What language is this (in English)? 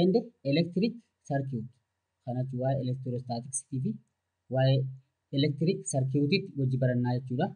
Oromo